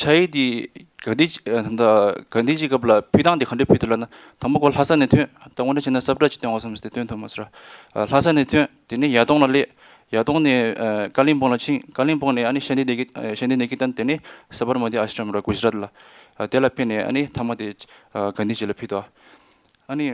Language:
Tibetan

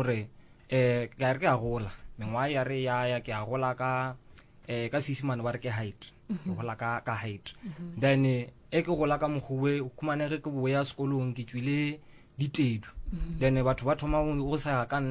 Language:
Northern Sotho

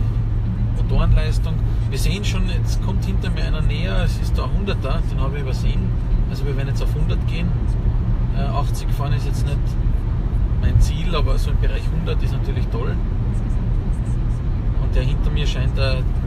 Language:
German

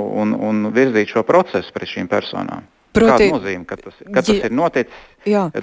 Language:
Latvian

